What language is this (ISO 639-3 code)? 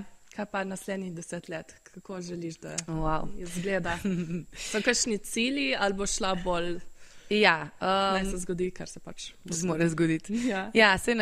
slv